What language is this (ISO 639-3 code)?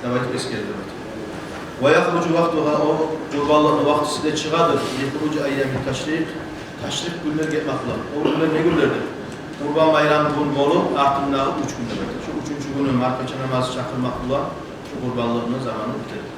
kum